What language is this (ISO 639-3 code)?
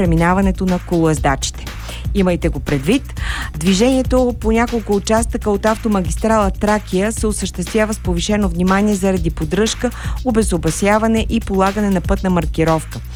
bul